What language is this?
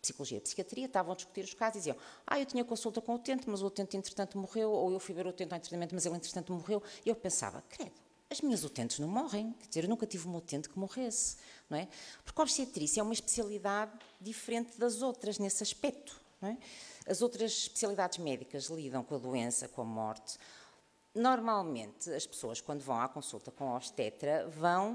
Portuguese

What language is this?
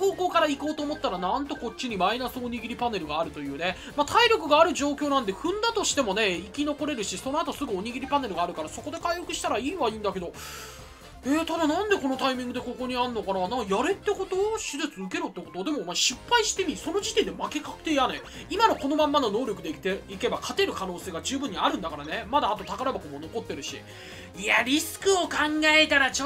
Japanese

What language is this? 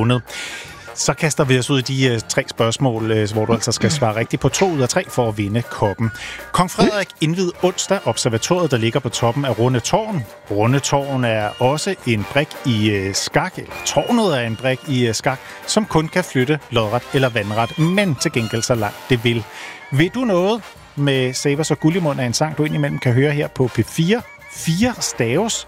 Danish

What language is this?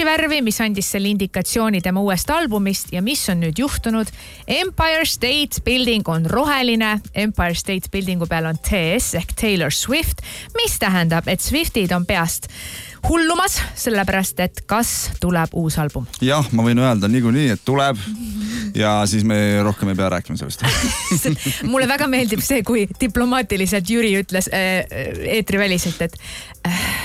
Estonian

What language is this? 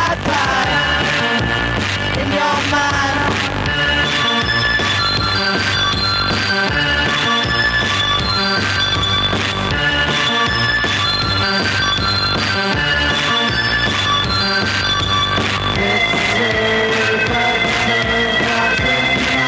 English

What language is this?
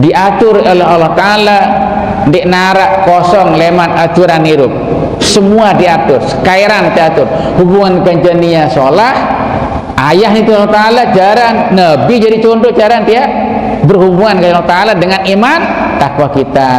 Sasak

